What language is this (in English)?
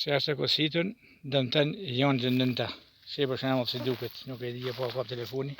Albanian